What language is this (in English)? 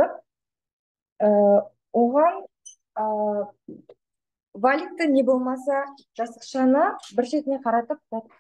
Kazakh